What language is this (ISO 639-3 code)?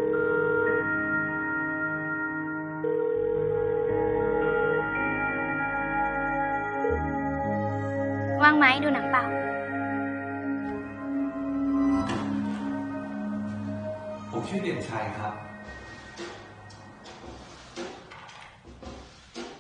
tha